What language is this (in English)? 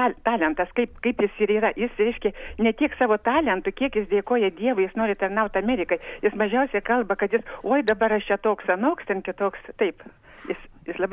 Lithuanian